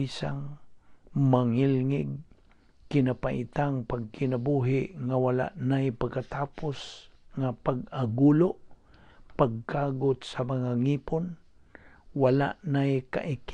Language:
Cebuano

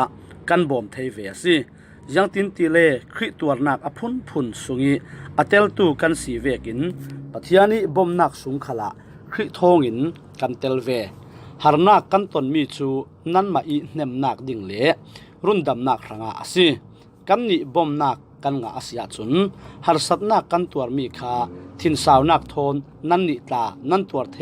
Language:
Falam Chin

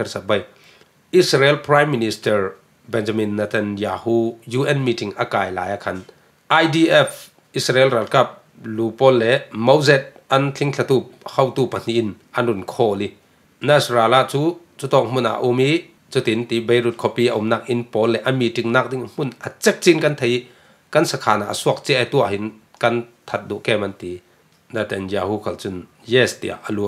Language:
Falam Chin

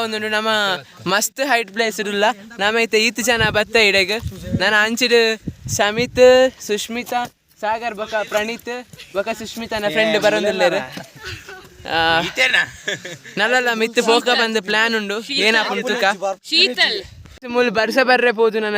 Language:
Tulu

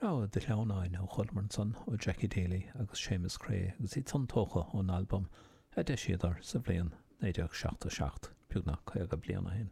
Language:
Irish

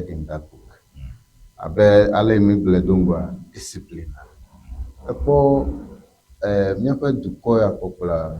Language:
Ewe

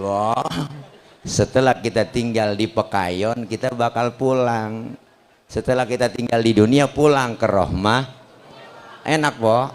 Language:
Betawi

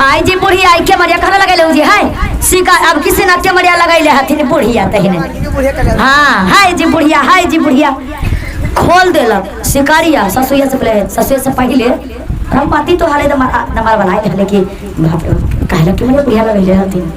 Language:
Magahi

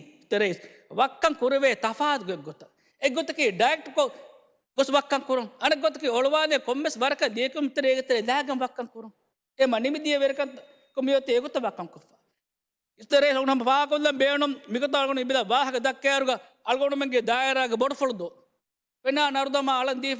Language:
Divehi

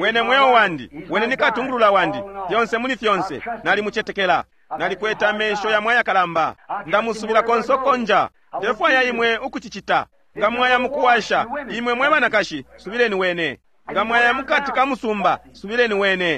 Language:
Bemba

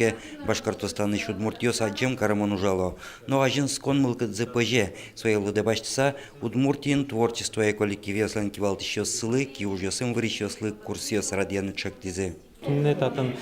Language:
Udmurt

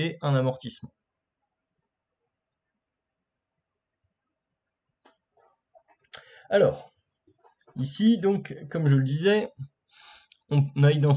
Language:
French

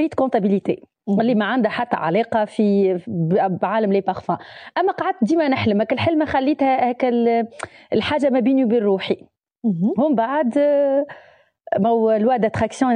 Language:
Tunisian Arabic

